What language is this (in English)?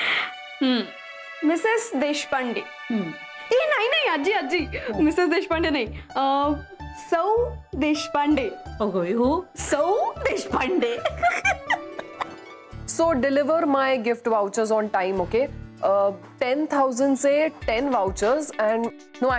Marathi